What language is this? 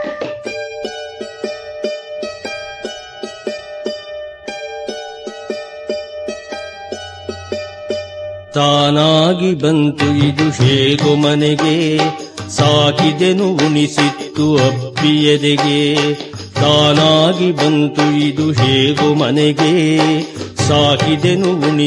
Kannada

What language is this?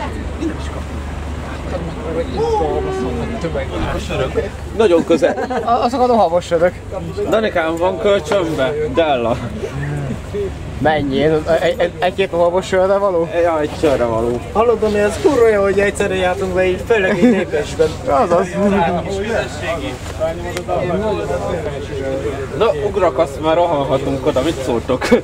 Hungarian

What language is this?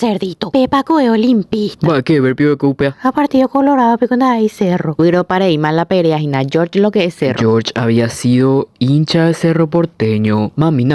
Guarani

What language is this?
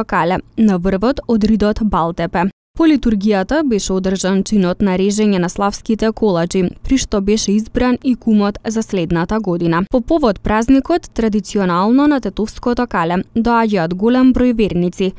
Macedonian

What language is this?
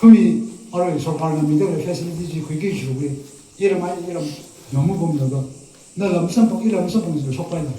Tangkhul Naga (India)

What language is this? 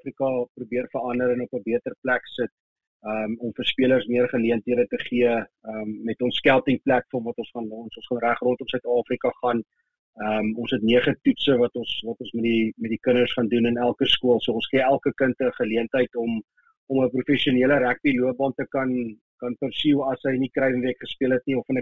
Afrikaans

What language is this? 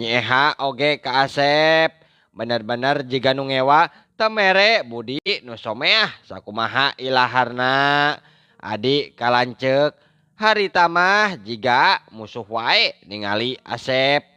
Sundanese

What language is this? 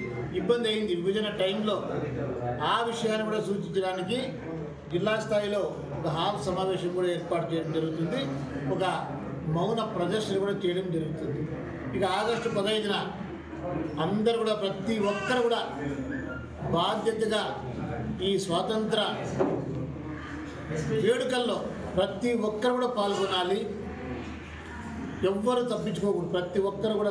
Telugu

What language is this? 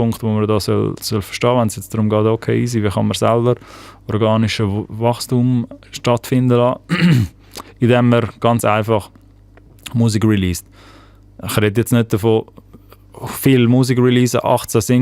Swiss German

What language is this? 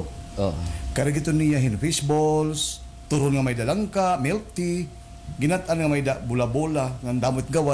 Waray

